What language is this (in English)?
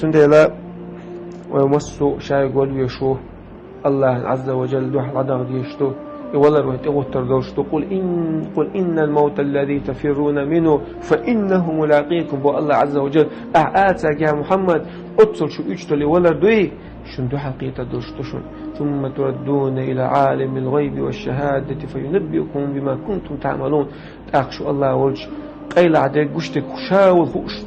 Chechen